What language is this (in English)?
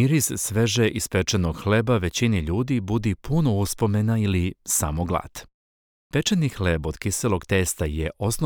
Serbian